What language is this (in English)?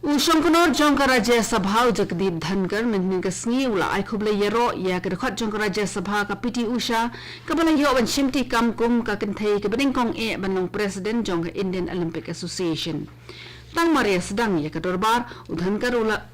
Khasi